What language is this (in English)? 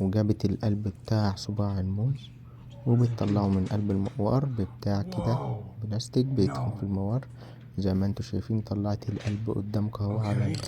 Egyptian Arabic